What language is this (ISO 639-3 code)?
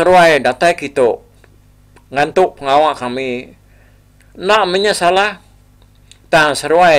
iba